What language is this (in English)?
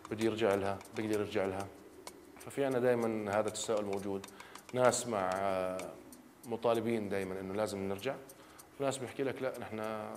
North Levantine Arabic